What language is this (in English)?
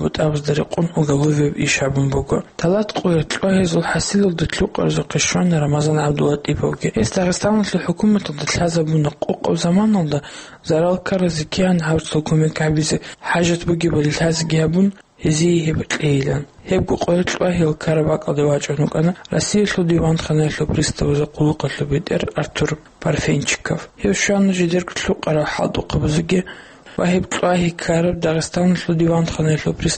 Avaric